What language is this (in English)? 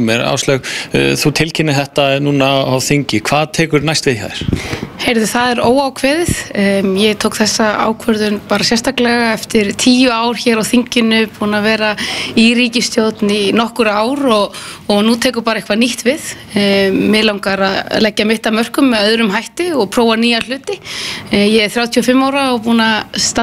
Icelandic